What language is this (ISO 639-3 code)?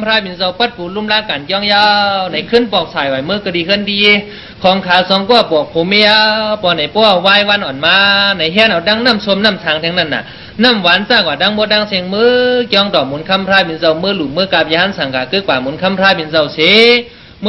shn